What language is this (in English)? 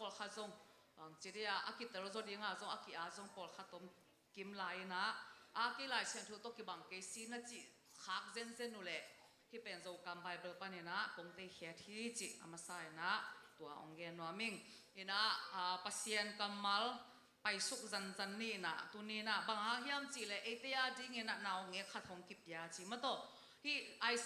Tedim Chin